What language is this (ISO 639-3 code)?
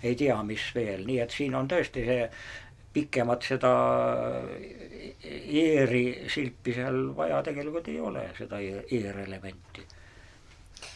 est